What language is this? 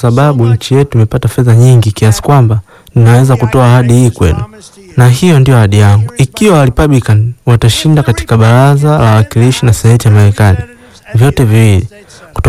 Swahili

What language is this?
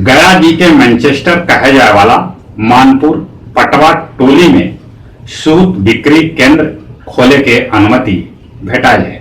Magahi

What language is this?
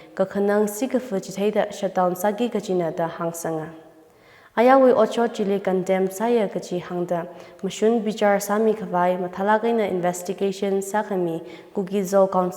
Tangkhul Naga (India)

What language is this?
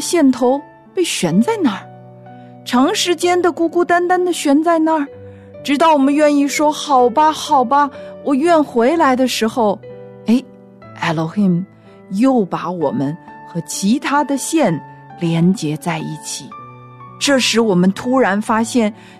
Chinese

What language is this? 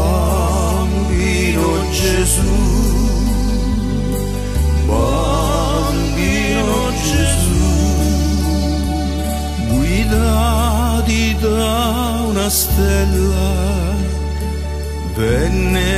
Italian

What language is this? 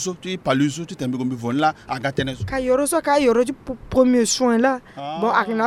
Sango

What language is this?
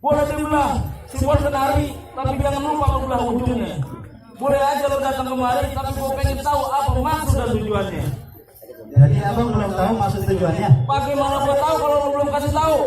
Betawi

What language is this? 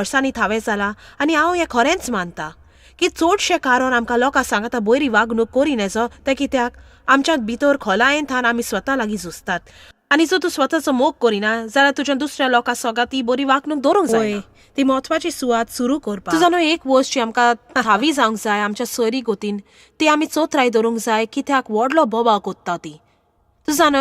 Konkani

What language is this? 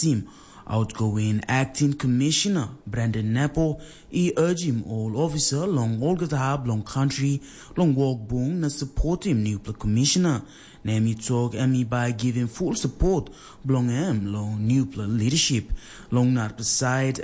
Tok Pisin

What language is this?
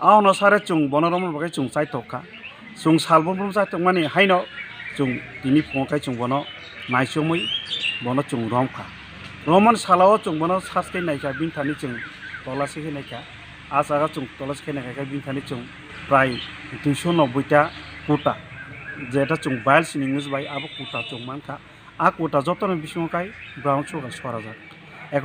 Kok Borok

